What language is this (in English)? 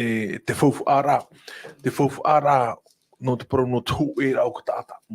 Tahitian